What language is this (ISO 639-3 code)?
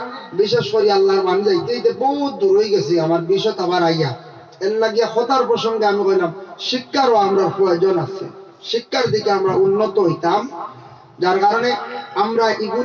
syl